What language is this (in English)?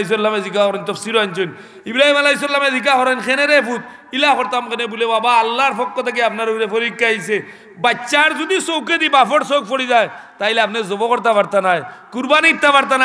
Sylheti